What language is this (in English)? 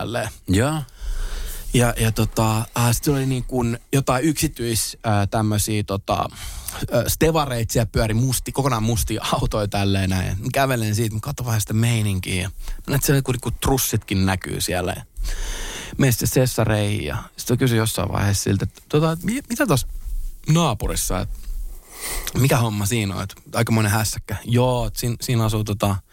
Finnish